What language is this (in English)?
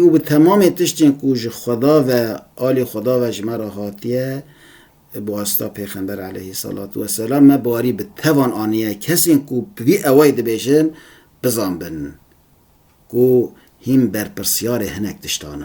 Kurdish